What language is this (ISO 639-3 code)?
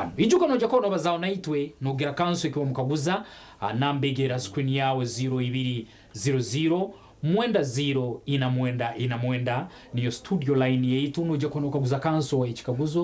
nyn